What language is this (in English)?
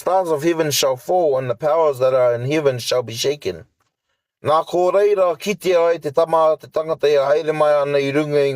Māori